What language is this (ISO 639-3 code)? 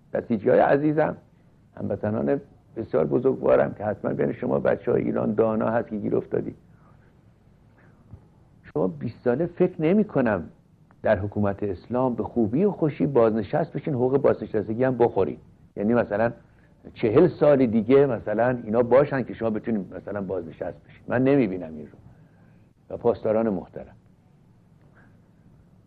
fas